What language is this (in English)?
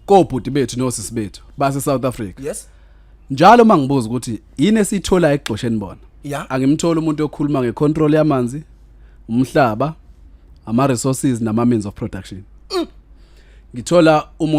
Zulu